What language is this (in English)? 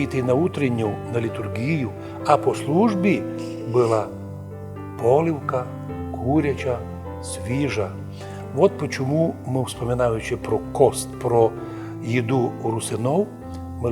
Rusyn